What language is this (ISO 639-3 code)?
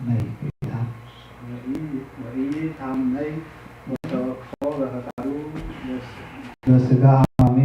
gez